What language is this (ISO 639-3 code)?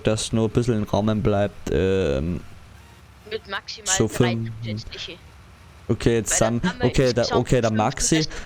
bar